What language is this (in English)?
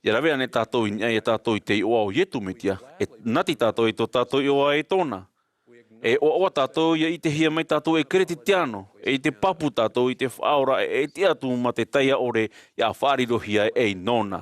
Tahitian